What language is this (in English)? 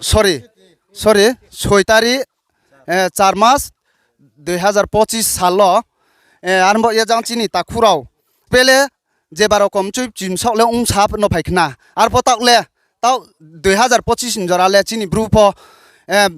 Riang (India)